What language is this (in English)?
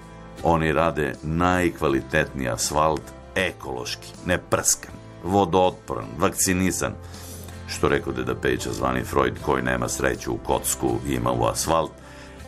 Serbian